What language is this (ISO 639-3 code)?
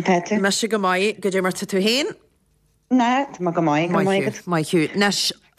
gle